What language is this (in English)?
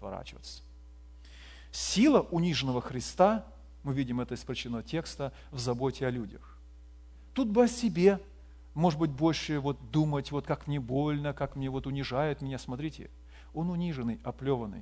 Russian